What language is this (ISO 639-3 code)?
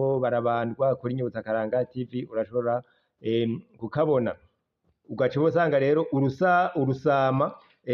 run